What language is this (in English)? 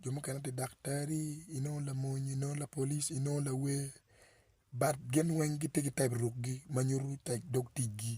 Acoli